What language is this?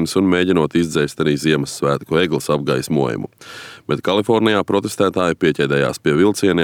Latvian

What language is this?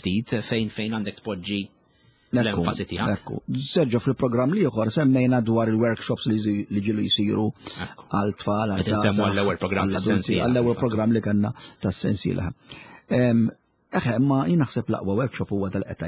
Maltese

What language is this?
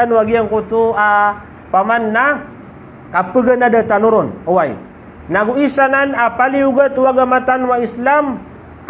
Maranao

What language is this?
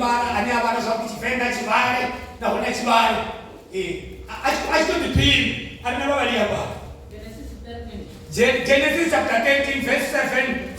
Venda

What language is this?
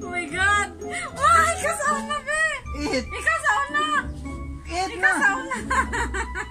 Cebuano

